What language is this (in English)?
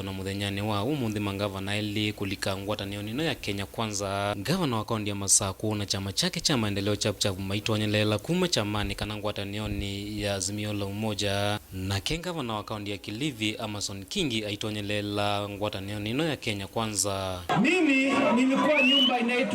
Kamba